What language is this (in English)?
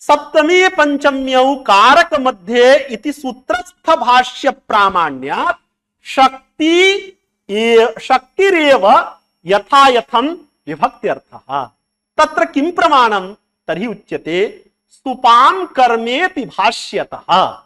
Sanskrit